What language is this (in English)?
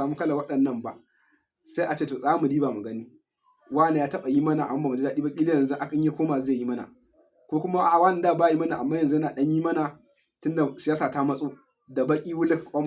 Hausa